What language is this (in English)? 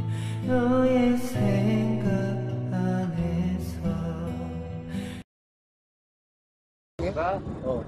Korean